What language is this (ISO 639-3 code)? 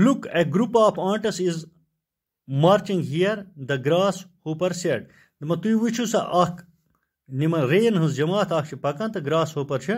kas